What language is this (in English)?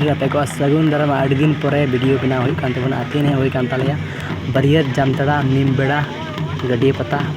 Santali